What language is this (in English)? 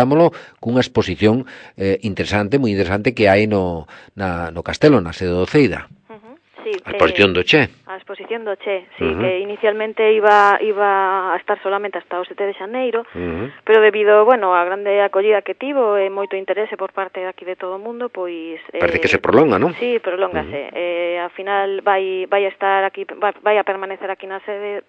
Galician